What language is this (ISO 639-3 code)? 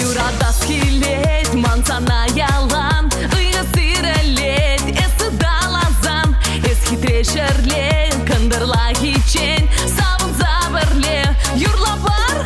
chv